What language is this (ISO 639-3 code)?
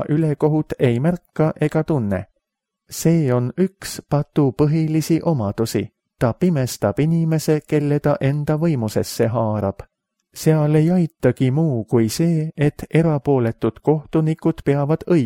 est